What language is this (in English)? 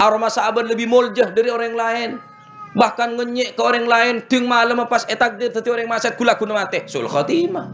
Madurese